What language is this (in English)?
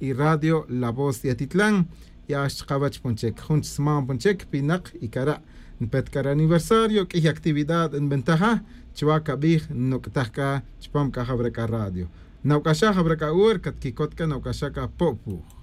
Tz'utujil